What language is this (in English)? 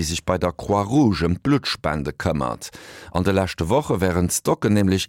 Luxembourgish